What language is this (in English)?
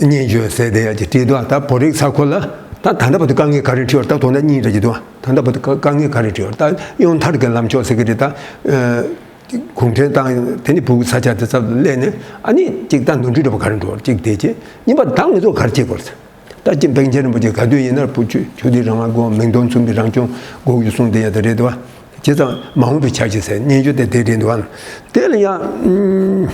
Tibetan